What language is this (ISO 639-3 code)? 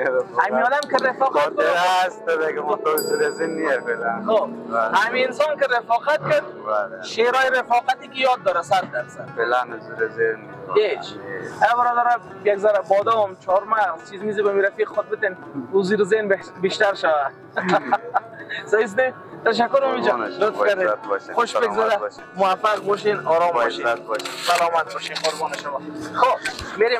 fas